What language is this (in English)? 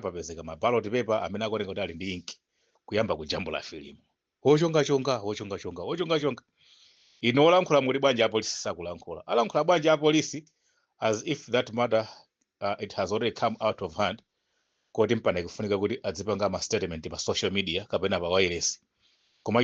Nyanja